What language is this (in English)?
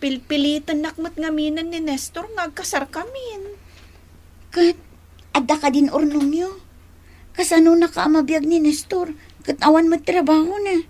Iloko